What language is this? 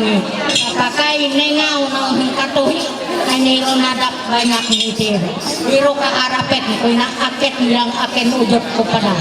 Ma'anyan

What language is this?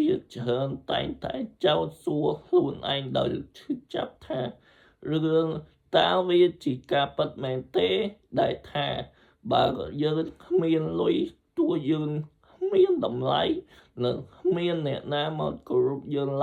Khmer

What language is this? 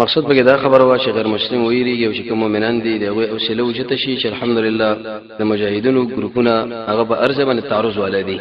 Pashto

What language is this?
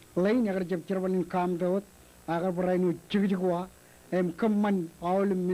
Marshallese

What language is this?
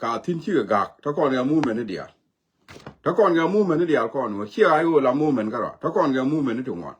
Nuer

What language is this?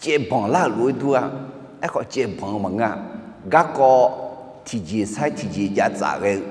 Akha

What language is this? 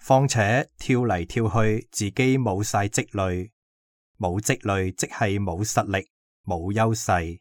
Cantonese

